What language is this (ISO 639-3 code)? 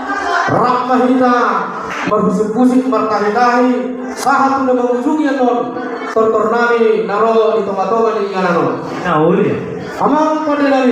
bbc